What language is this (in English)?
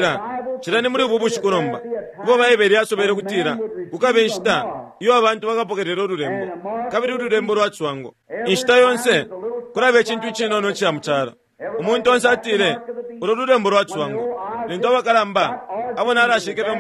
Bemba